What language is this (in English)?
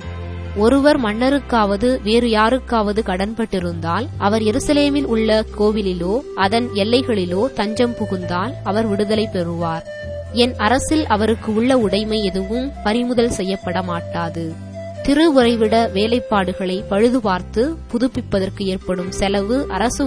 Tamil